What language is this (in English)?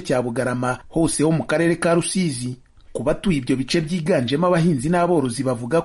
Kinyarwanda